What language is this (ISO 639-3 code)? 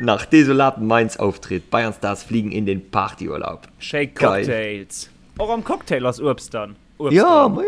ltz